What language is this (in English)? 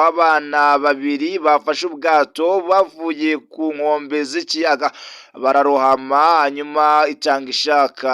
Kinyarwanda